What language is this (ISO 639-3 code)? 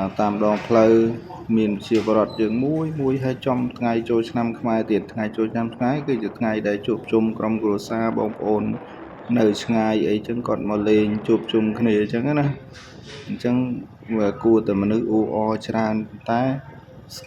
khm